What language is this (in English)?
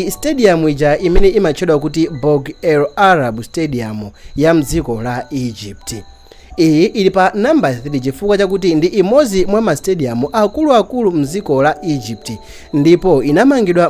Nyanja